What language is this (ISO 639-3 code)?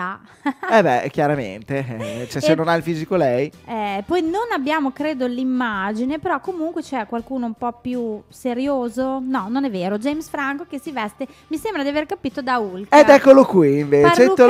ita